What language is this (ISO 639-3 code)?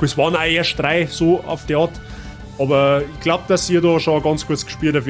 bar